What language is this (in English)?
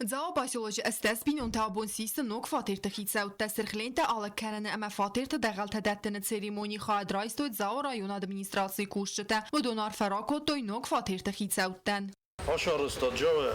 Ossetic